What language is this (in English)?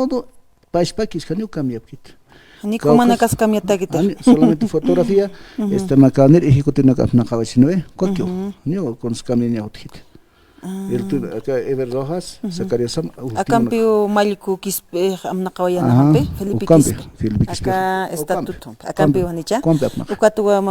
Aymara